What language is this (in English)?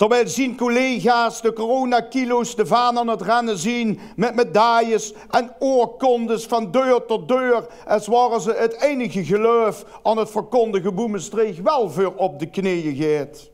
Limburgish